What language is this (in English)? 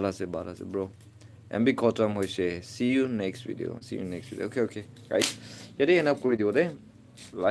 Naga Pidgin